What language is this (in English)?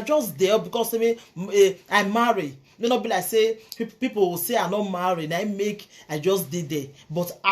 Nigerian Pidgin